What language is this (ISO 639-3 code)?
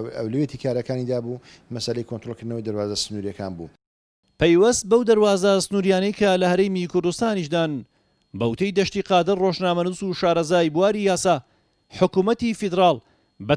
ckb